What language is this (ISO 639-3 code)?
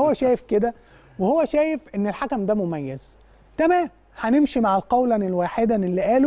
arz